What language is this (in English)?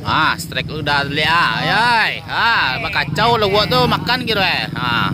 Minangkabau